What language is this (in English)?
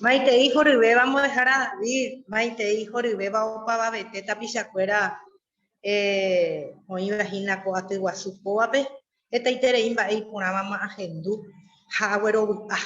Guarani